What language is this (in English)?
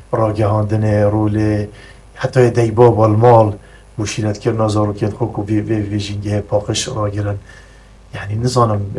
Kurdish